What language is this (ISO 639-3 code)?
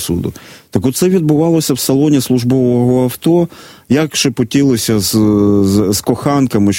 ukr